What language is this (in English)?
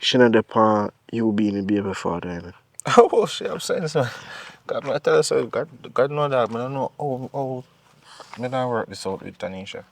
Jamaican Creole English